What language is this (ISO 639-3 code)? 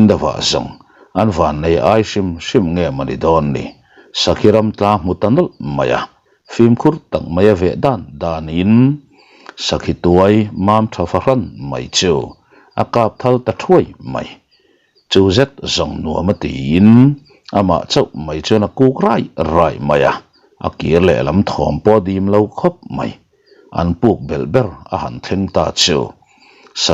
lus